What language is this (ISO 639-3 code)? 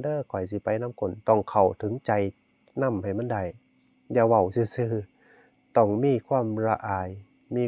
tts